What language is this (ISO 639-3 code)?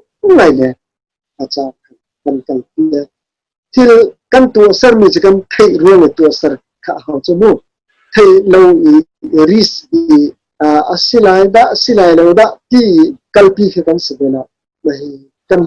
cnh